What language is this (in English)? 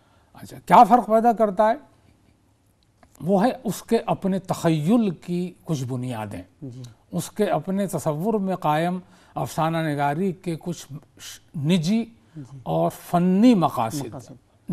Urdu